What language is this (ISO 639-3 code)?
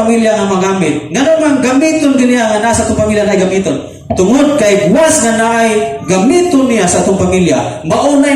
ceb